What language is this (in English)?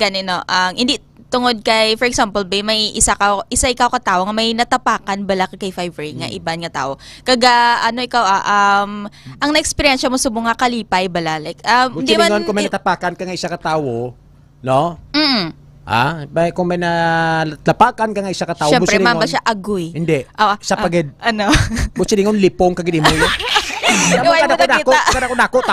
Hiligaynon